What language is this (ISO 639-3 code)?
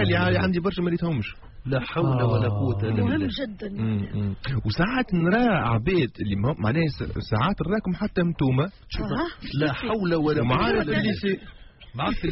aeb